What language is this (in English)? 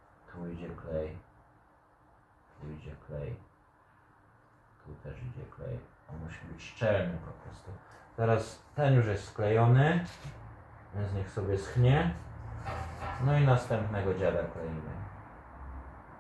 Polish